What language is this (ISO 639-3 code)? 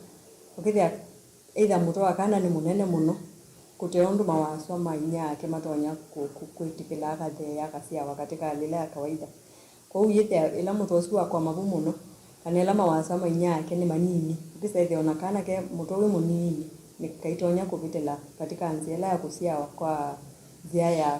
kam